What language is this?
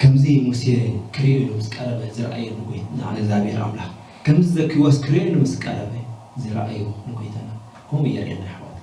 Tigrinya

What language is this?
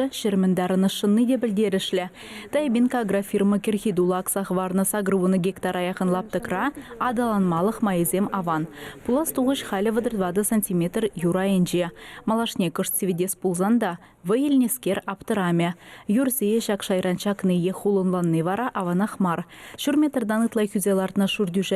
Chuvash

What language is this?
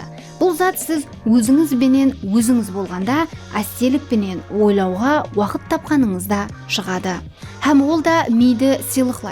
Kara-Kalpak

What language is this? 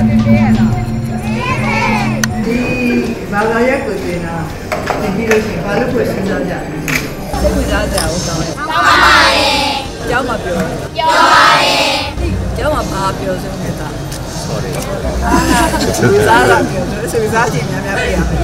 Burmese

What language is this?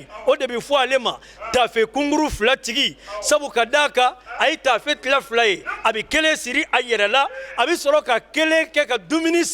Bambara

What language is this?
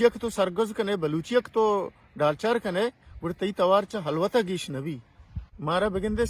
Baluchi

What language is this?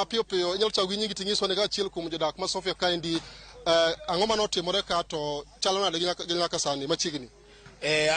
Luo (Kenya and Tanzania)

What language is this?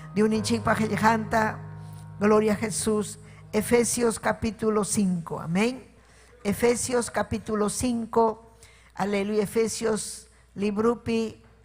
Ayacucho Quechua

